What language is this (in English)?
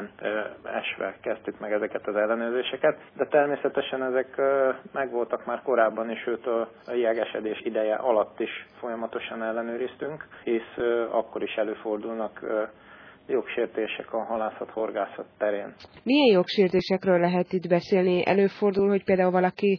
Hungarian